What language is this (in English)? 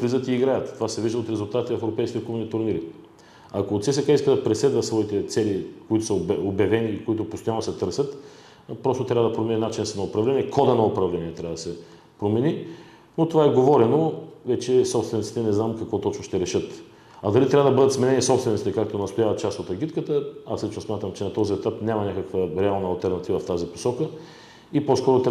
Bulgarian